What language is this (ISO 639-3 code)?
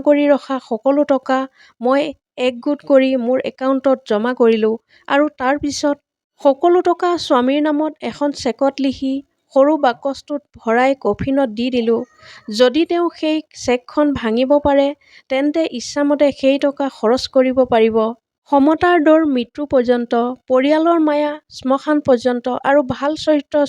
asm